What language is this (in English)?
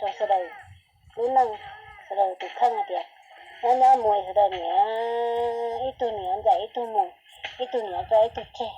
Hmong